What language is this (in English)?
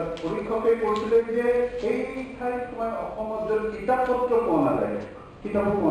Assamese